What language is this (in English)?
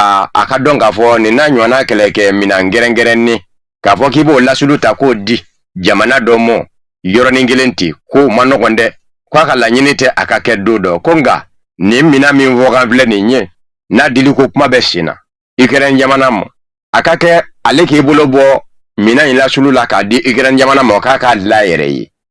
Bambara